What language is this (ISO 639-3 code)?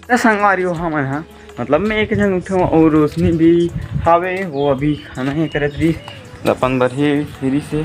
hne